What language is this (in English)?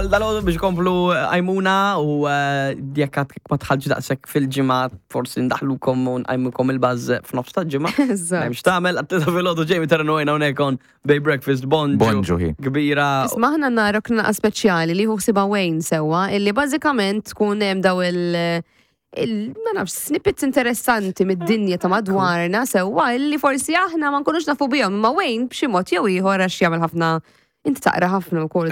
Maltese